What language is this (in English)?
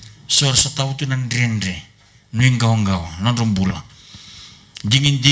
Fijian